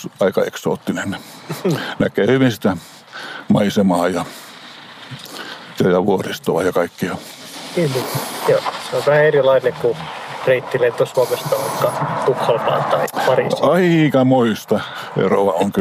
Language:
Finnish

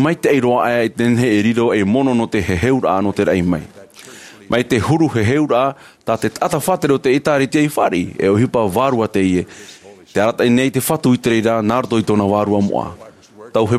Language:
Tahitian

